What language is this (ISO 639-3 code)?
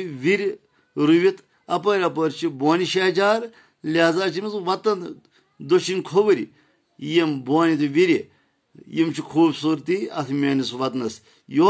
kas